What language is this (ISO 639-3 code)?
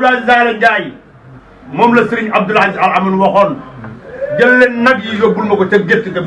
wol